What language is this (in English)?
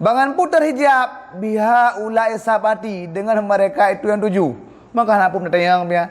Achinese